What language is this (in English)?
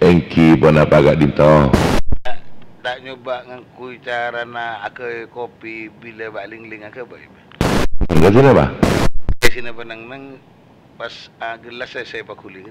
Madurese